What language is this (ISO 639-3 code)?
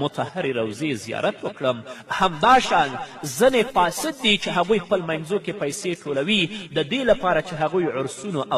pus